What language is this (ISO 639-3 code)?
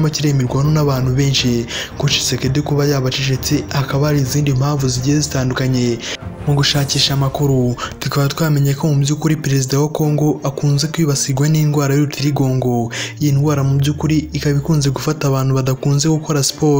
kin